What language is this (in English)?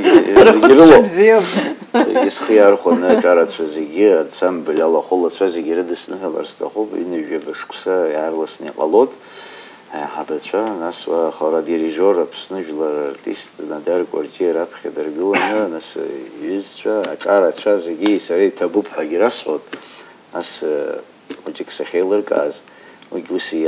Abkhazian